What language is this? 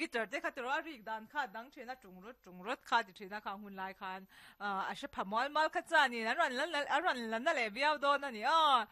Mizo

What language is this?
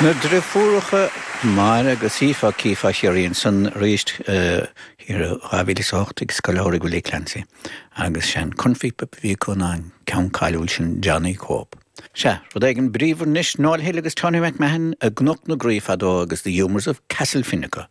Irish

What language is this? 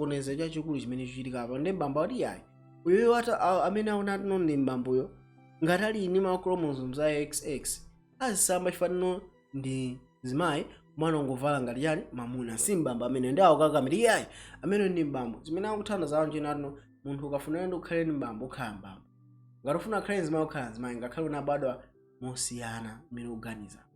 Nyanja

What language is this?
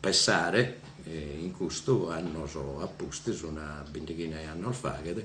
Sardinian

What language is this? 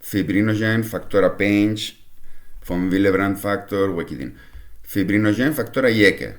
Kurdish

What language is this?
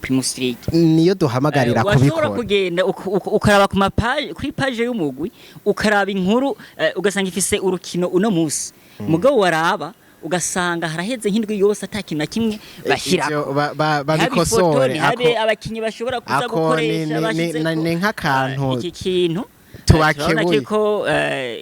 Rundi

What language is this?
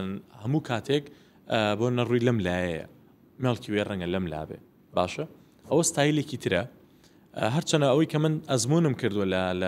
Central Kurdish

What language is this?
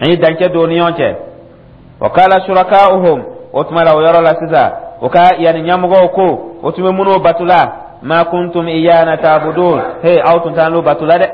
Dyula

